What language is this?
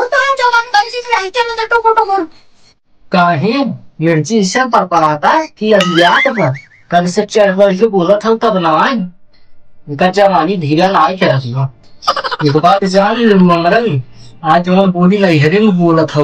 Awadhi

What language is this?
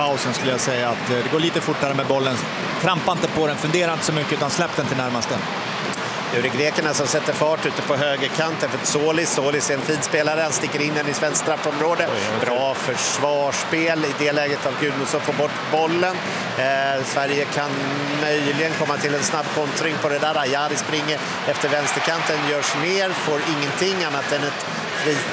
Swedish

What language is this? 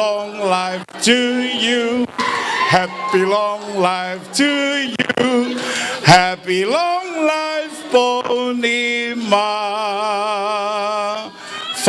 Tongan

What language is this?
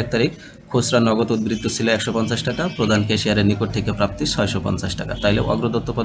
Bangla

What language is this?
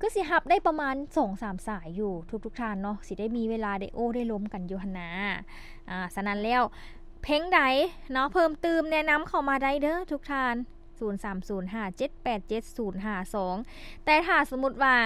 Lao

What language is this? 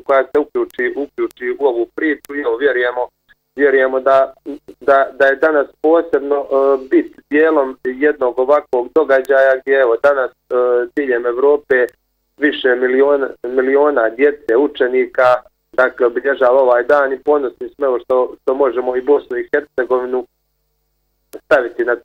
Bosnian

